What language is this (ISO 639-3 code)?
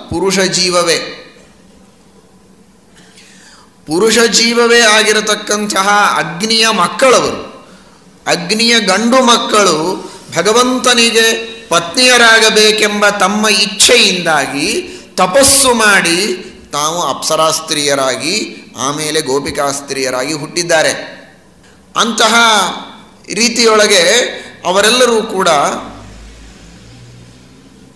kan